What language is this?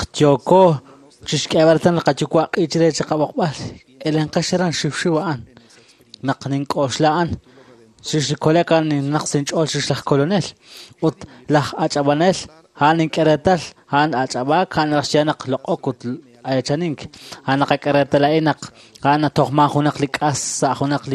Kekchí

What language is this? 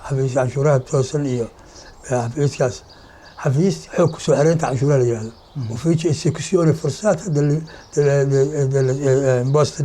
Somali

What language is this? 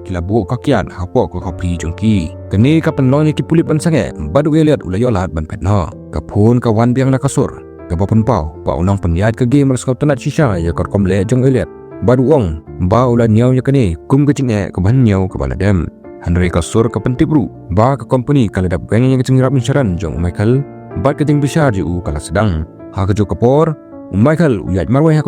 Khasi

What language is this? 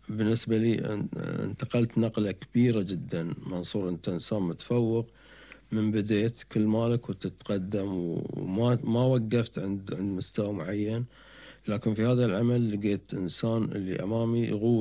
Gulf Arabic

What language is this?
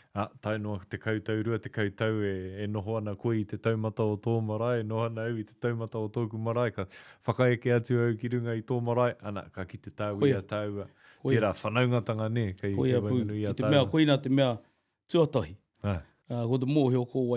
Māori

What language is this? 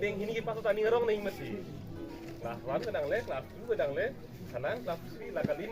Karbi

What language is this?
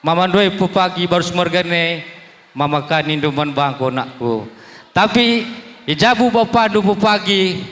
Batak Karo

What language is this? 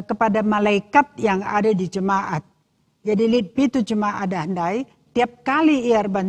Batak Karo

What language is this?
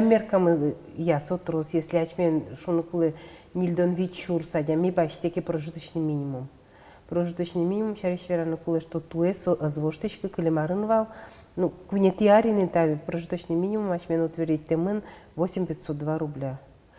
Udmurt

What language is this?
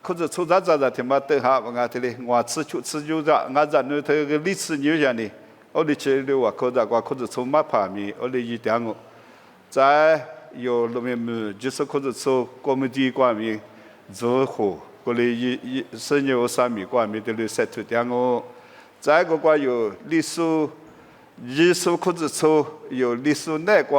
Lisu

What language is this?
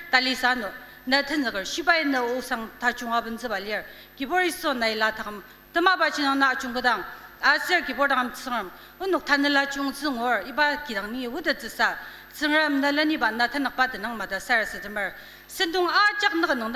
Ao Naga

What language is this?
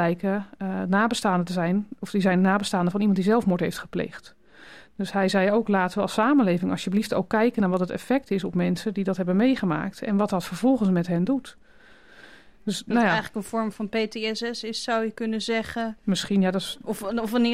Dutch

